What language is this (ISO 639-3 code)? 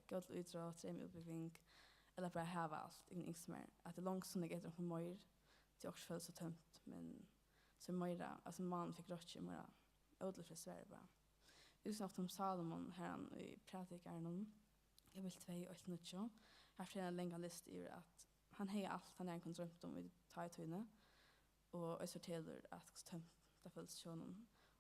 fao